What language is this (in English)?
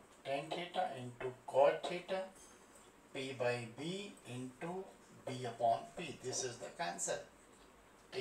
Hindi